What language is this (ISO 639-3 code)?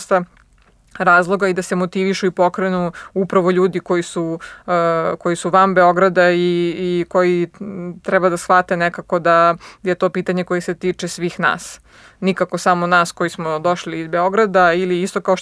srp